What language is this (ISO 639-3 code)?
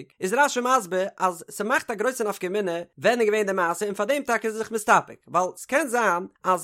yid